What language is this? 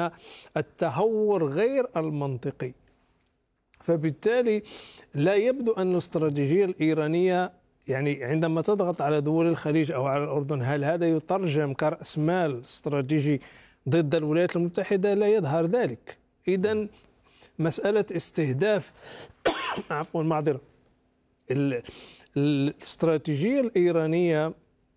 Arabic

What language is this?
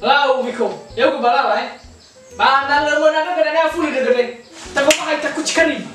Nias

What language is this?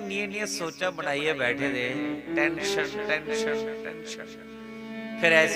Dogri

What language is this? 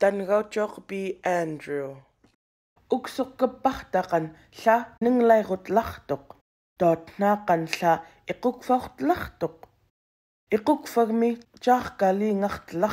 Central Yupik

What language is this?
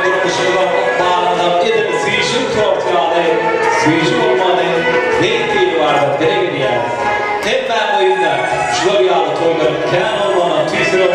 Turkmen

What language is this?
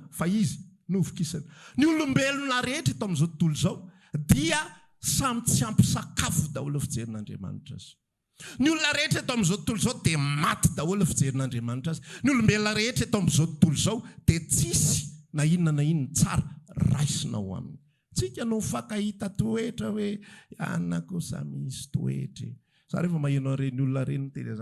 Malagasy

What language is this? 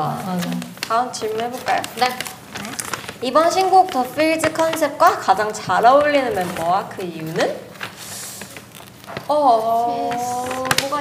Korean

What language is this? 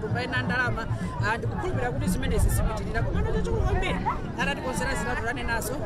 Nyanja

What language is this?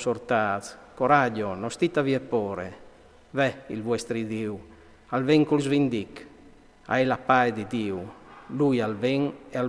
Friulian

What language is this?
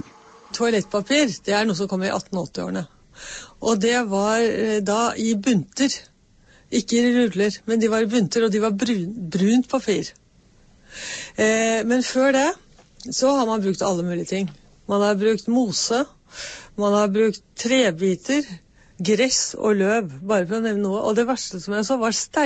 Norwegian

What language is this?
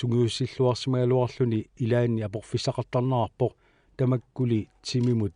Kalaallisut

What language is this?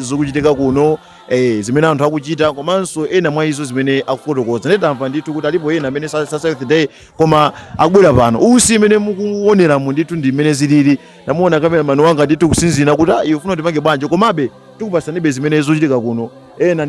Nyanja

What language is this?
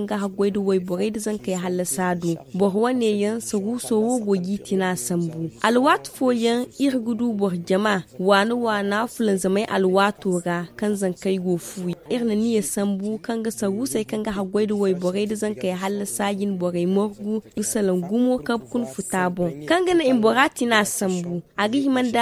Zarma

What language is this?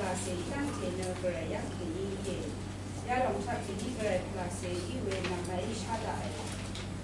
Rawang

